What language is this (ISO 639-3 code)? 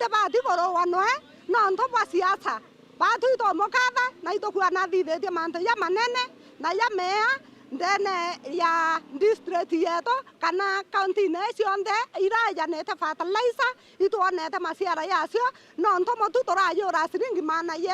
mer